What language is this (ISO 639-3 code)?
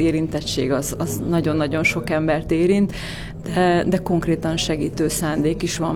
hun